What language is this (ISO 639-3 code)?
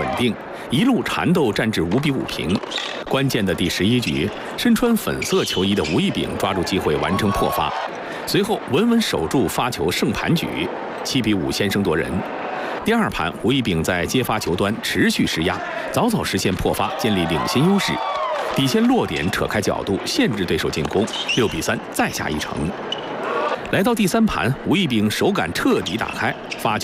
zho